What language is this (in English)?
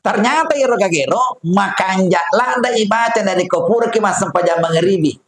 Buginese